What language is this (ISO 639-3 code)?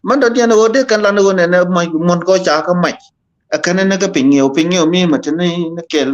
nus